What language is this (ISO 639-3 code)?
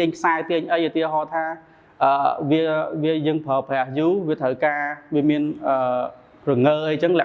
khm